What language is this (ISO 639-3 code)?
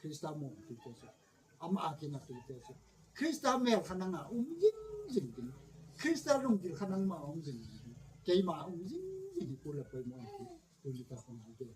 gnb